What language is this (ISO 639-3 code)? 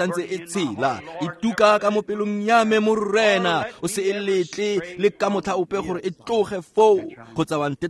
tsn